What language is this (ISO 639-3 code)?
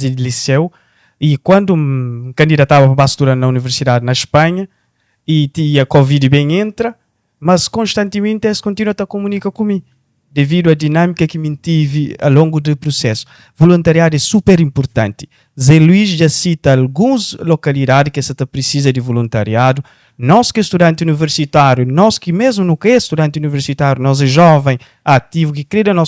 kea